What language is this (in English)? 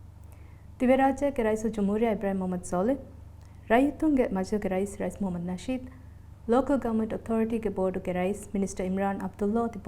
Divehi